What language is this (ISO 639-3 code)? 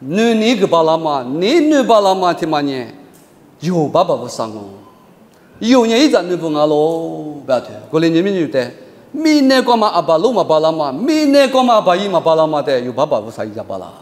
lis